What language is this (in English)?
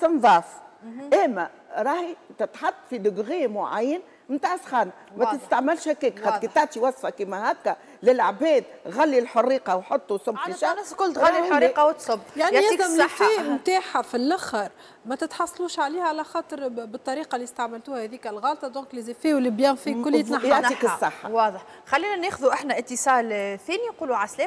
Tunisian Arabic